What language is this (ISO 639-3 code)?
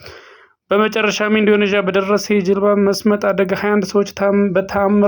amh